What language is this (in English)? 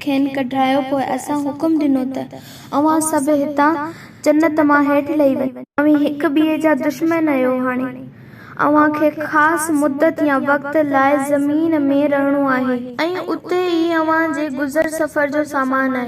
Sindhi